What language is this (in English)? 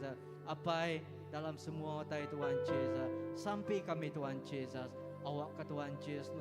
Iban